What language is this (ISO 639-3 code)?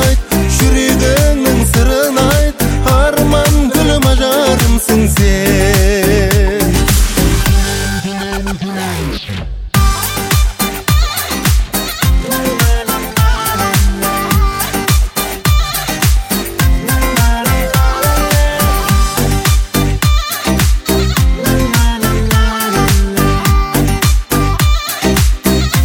kaz